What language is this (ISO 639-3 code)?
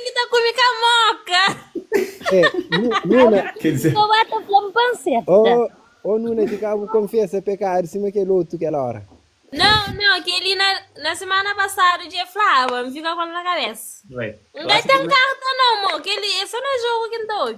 kea